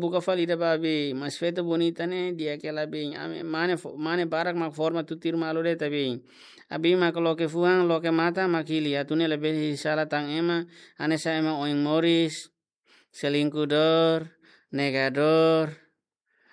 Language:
Tetum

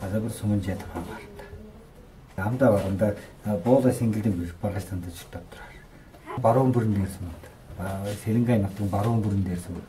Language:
Tuvinian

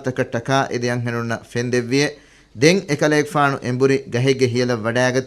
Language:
Divehi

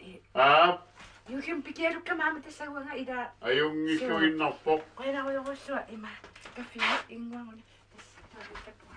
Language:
Kalaallisut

